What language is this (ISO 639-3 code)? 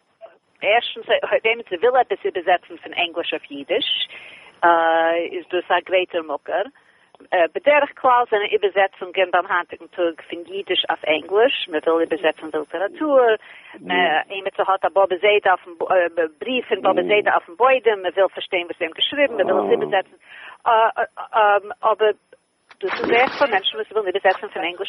yid